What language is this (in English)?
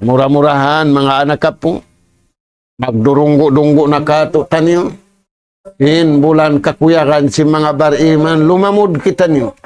Tausug